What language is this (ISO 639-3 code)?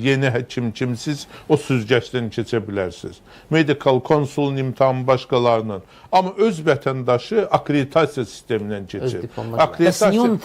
aze